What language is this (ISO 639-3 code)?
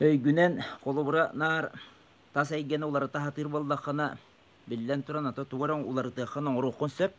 sah